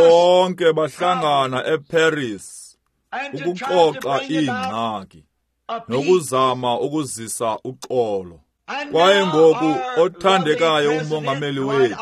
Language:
Xhosa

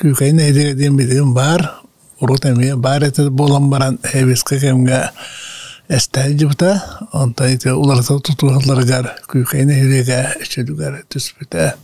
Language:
Yakut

